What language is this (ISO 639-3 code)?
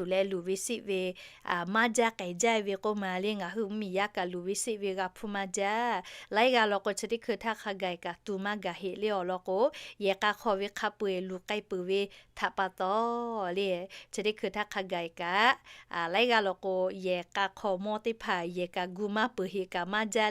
lhu